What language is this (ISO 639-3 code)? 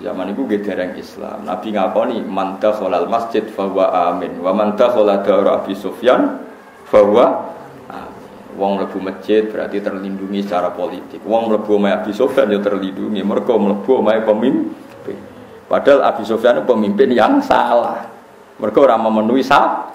jav